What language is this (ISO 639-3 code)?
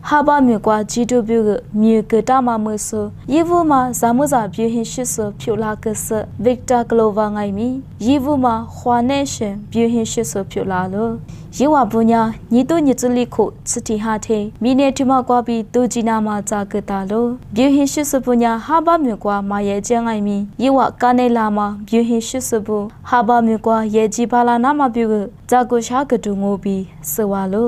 lis